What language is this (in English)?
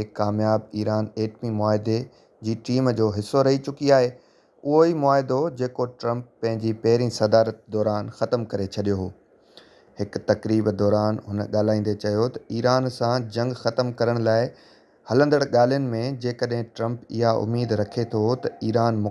Sindhi